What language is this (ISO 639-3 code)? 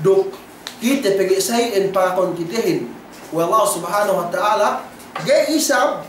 yka